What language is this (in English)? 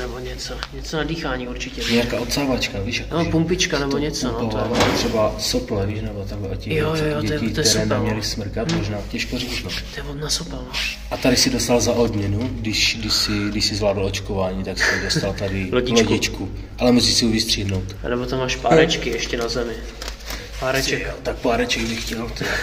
Czech